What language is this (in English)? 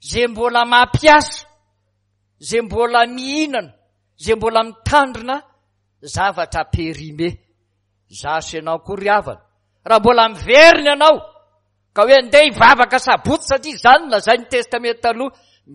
Malagasy